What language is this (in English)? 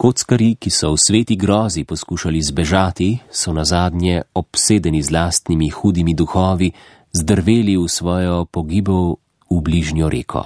Slovenian